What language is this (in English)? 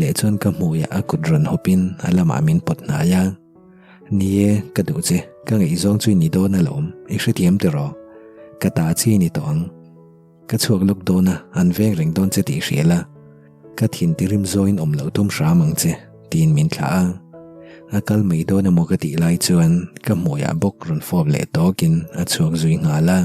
Mizo